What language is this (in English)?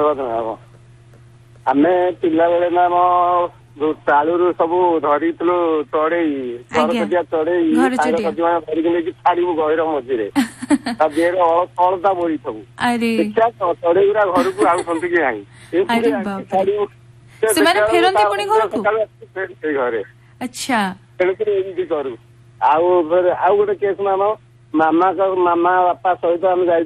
Odia